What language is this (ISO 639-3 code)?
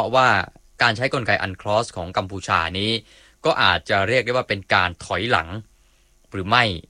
tha